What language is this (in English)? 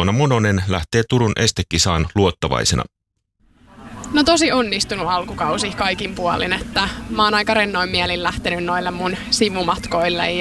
Finnish